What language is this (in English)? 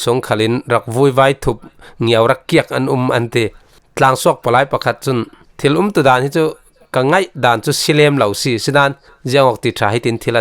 Falam Chin